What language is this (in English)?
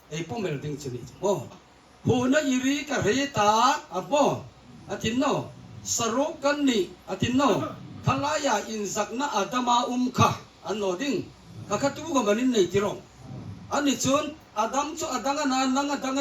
Hmar